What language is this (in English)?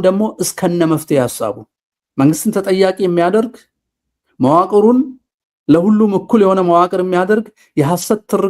Amharic